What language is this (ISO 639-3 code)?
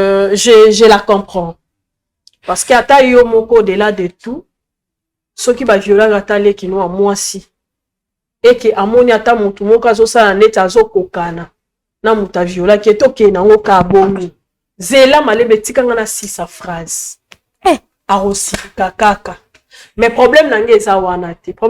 lin